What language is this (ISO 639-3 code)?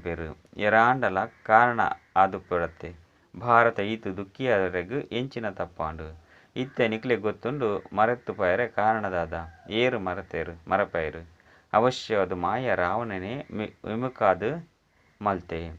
tcy